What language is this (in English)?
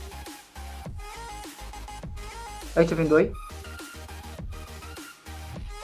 Romanian